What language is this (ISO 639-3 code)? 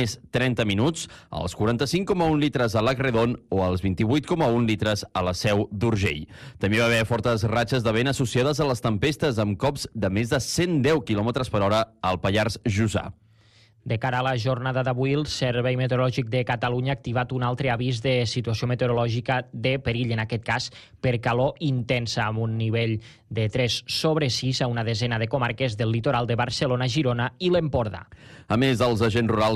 cat